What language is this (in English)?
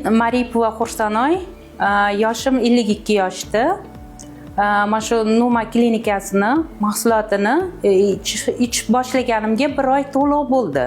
Uzbek